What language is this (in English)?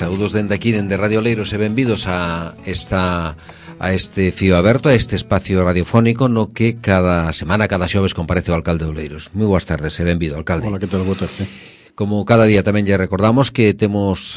Galician